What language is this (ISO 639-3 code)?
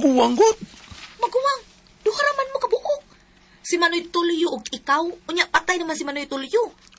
ceb